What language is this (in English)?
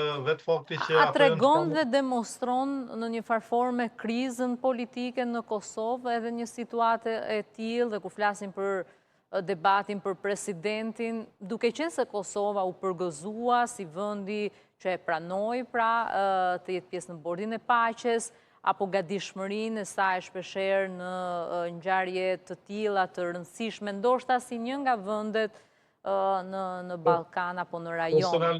Albanian